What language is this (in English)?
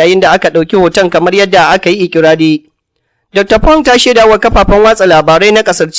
Hausa